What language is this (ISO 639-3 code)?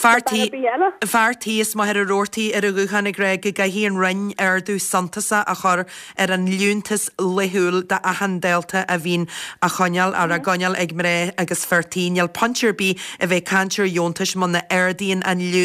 gle